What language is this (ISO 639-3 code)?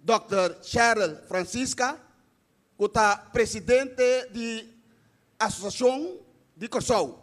pap